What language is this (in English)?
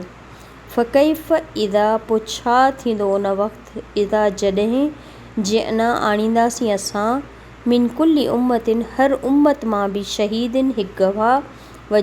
Sindhi